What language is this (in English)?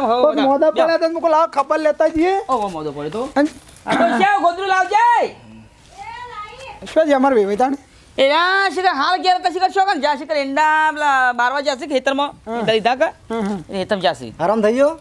Gujarati